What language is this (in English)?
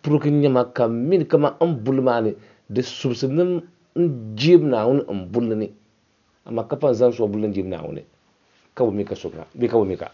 Dagbani